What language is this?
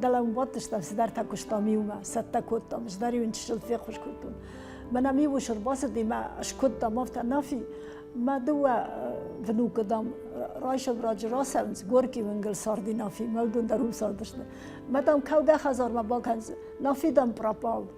Ossetic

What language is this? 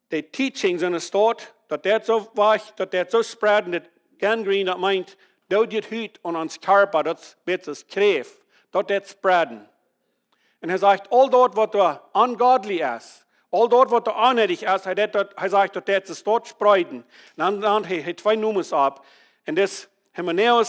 Plautdietsch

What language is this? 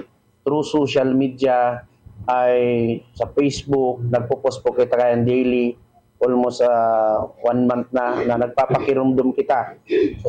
Bikol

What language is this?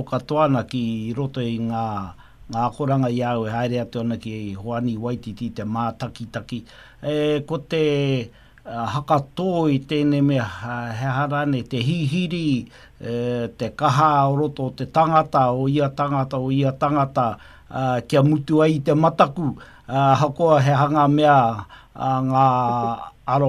Māori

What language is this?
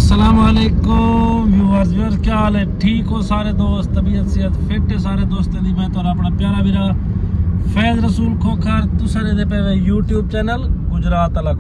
Saraiki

